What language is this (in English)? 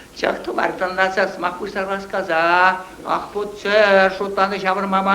Chuvash